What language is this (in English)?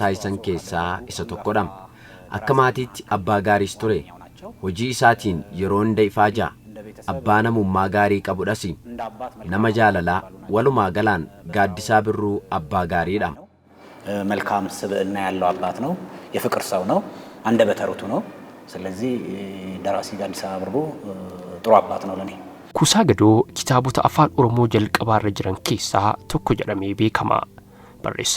Oromo